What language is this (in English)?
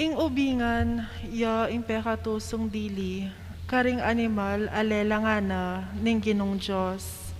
Pampanga